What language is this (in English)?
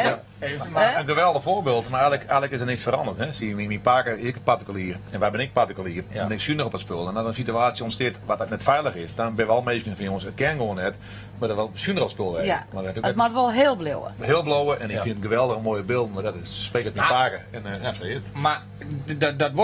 Western Frisian